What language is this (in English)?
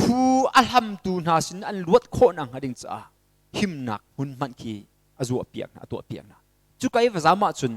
Hakha Chin